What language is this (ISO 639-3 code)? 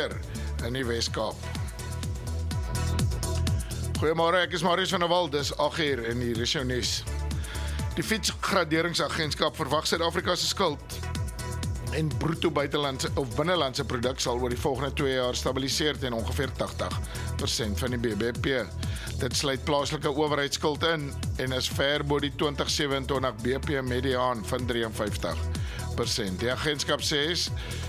afr